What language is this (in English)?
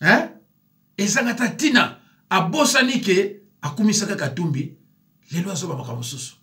Lingala